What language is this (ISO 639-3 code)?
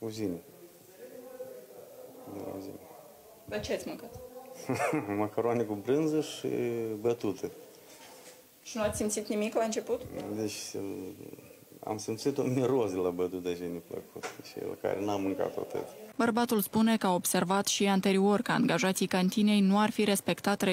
ron